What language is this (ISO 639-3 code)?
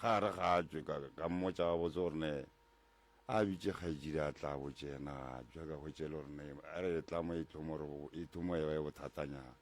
nso